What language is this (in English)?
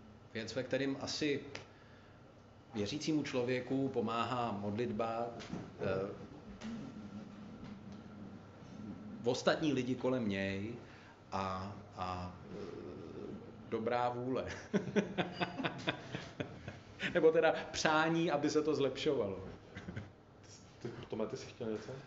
Czech